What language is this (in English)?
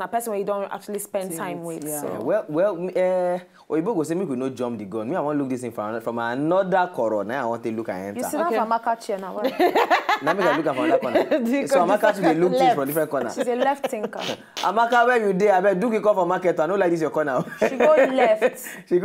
Nigerian Pidgin